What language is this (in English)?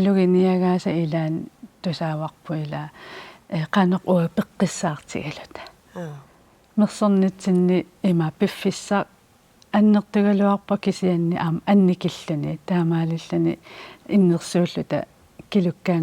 Kalaallisut